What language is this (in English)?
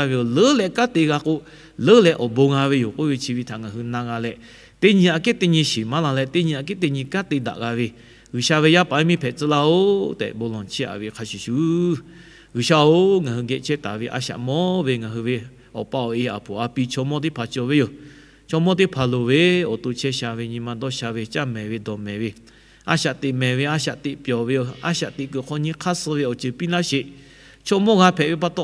Lahu